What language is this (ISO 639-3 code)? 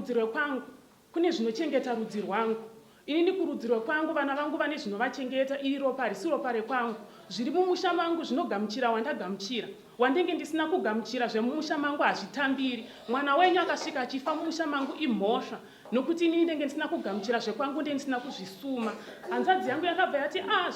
sna